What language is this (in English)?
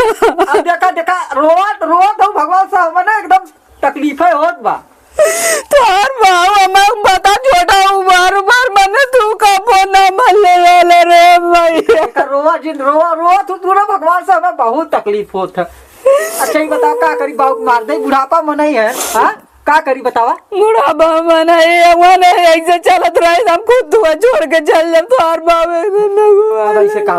Awadhi